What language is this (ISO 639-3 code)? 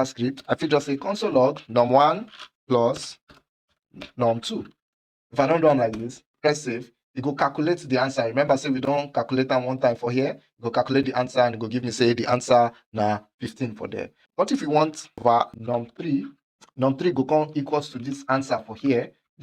pcm